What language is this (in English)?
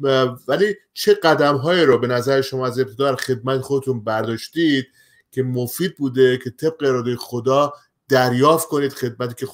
Persian